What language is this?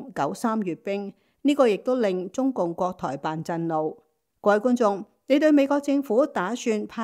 Cantonese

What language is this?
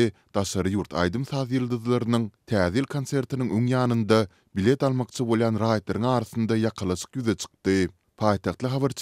Turkmen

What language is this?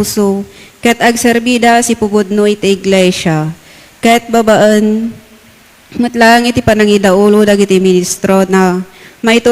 Iloko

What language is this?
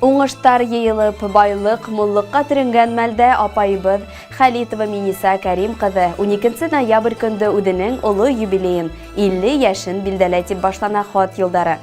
Bashkir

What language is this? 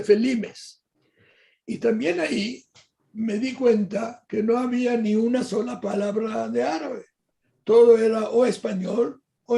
Ladino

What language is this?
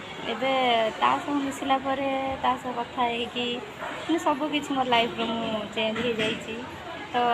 Odia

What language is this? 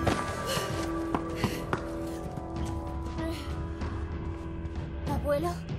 Spanish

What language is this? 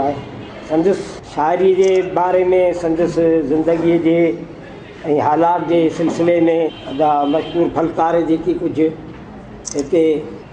Sindhi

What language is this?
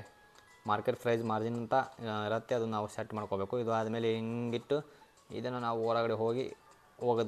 Kannada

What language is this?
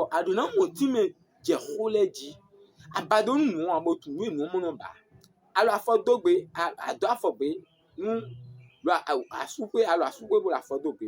Fon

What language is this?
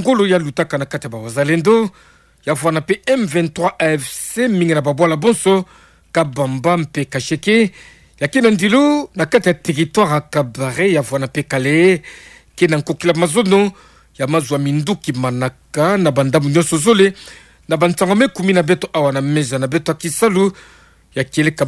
Kituba (Democratic Republic of Congo)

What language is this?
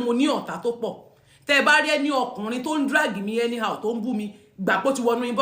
Yoruba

